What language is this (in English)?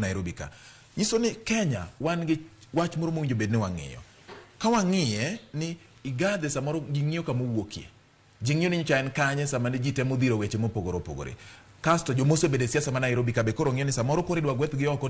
Luo (Kenya and Tanzania)